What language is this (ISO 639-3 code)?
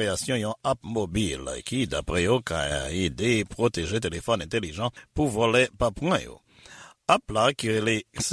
hat